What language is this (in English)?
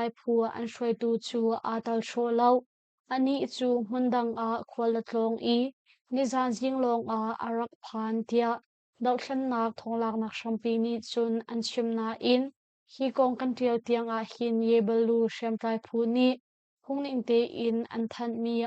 Hakha Chin